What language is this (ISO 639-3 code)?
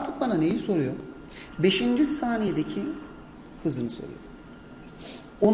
tur